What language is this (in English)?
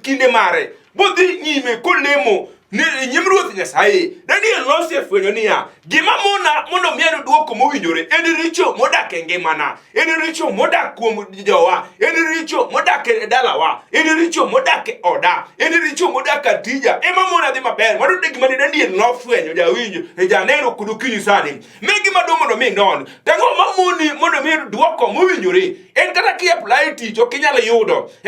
Luo (Kenya and Tanzania)